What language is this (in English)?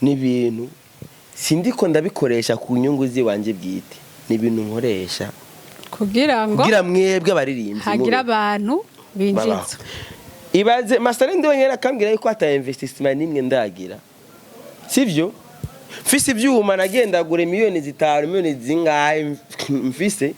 Rundi